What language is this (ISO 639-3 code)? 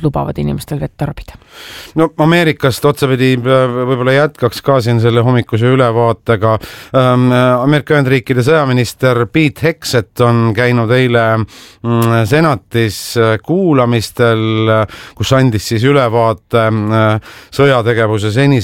est